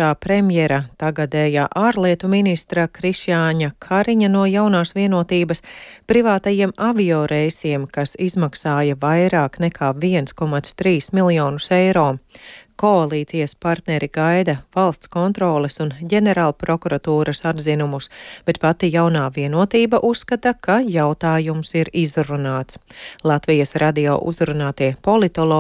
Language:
Latvian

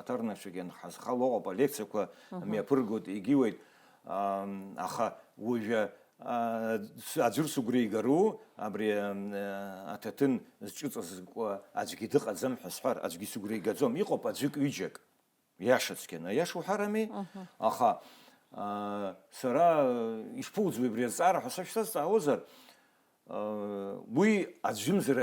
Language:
Abkhazian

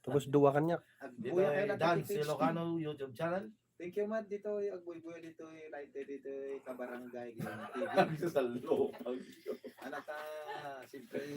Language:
Iloko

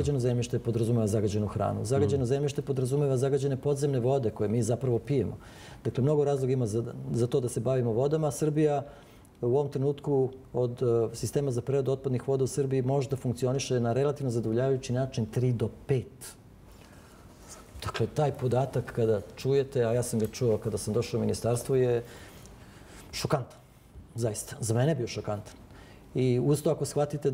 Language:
Serbian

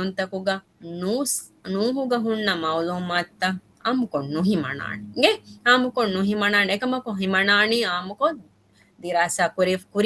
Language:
Divehi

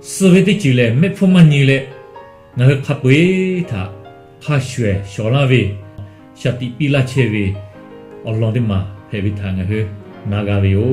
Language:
Lahu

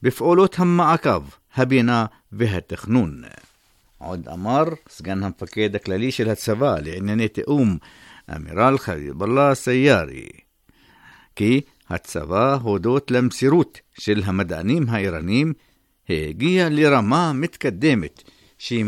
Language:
Hebrew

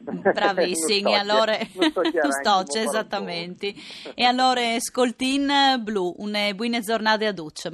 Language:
Friulian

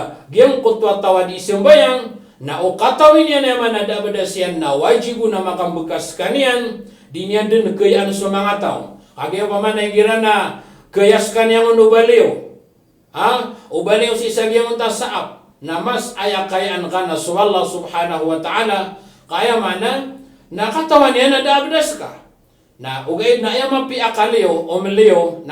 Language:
Maranao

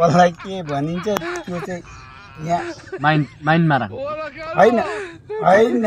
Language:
Nepali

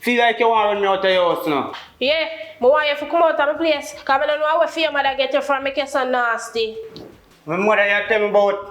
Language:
Jamaican Creole English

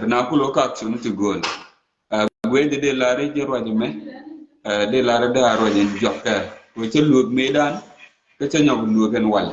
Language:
Nuer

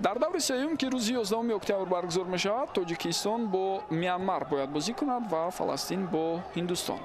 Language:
Tajik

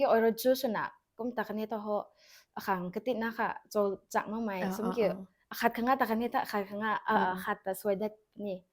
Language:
Rongmei Naga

